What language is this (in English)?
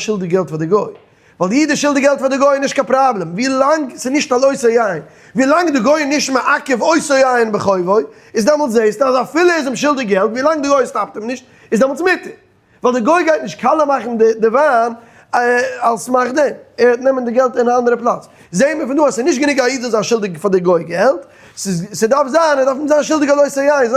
Yiddish